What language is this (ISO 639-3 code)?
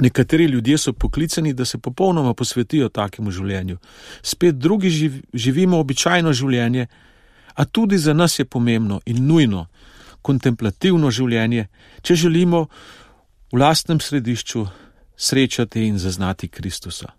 slv